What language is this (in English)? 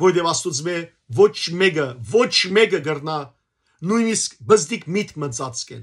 Western Armenian